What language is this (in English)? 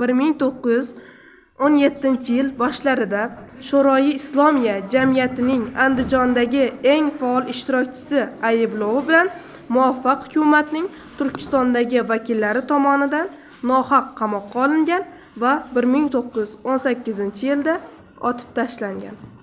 Uzbek